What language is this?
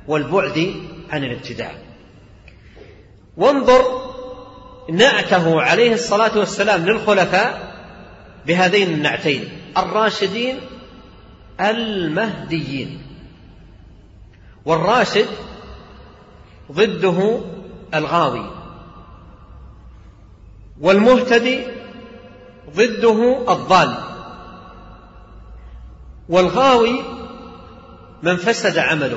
Arabic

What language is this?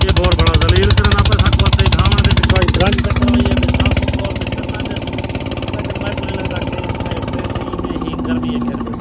Saraiki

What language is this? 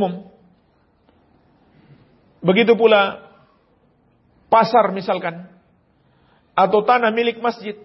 Indonesian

